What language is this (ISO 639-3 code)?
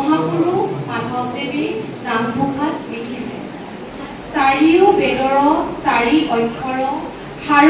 asm